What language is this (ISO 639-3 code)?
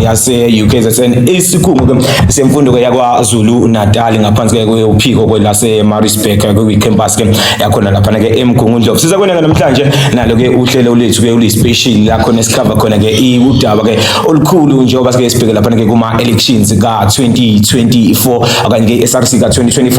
zul